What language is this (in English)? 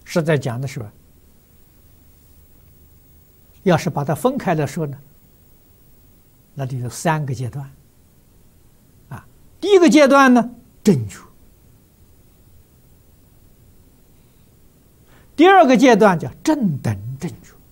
Chinese